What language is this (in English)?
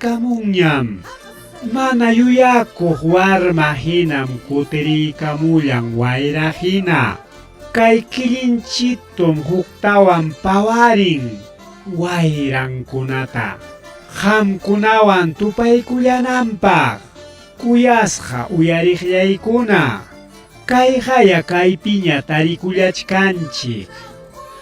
Ayacucho Quechua